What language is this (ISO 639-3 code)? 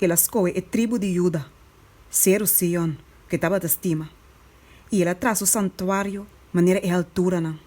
pap